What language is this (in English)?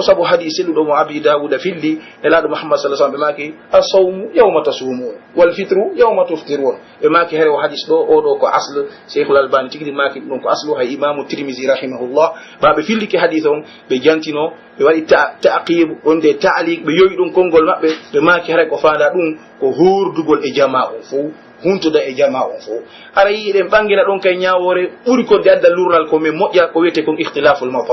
Pular